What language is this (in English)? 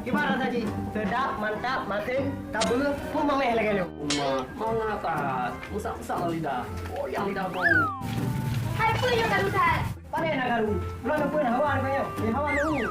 Achinese